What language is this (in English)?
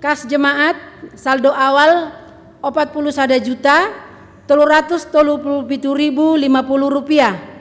Batak Simalungun